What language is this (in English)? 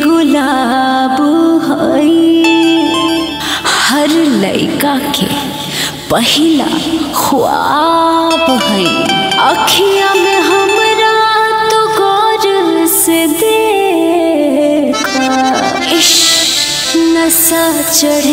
Bhojpuri